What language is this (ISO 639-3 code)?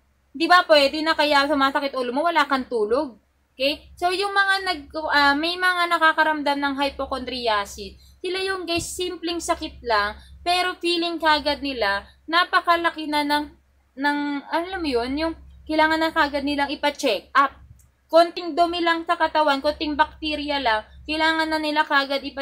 fil